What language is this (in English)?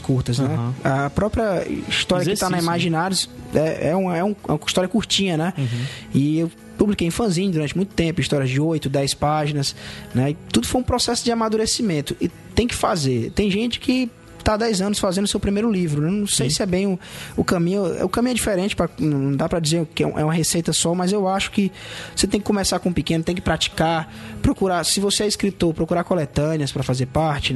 Portuguese